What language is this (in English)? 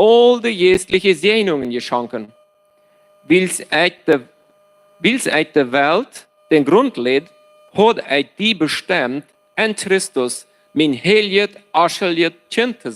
Plautdietsch